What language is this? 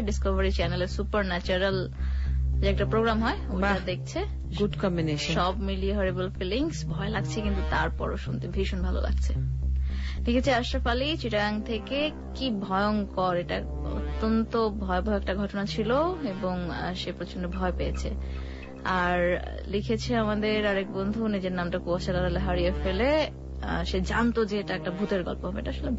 Bangla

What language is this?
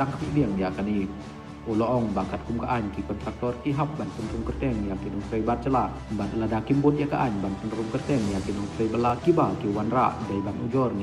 Khasi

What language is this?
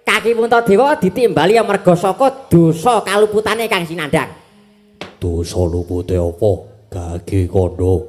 Javanese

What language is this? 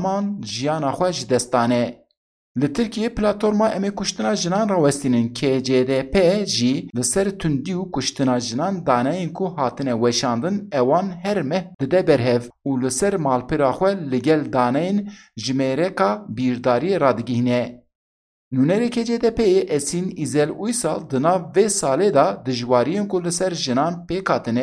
Kurdish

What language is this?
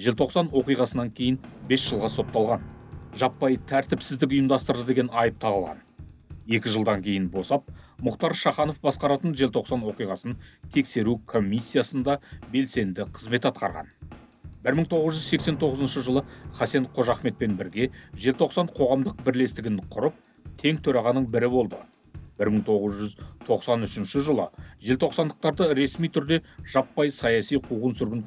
Kazakh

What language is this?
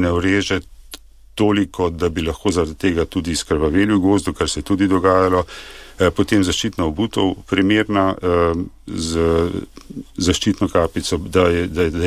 Slovenian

